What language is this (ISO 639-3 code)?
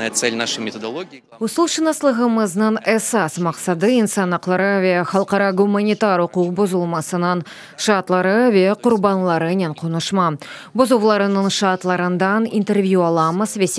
crh